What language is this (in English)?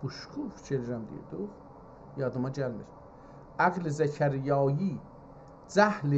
South Azerbaijani